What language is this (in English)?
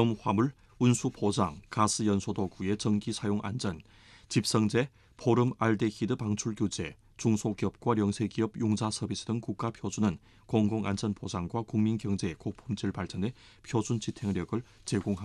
Korean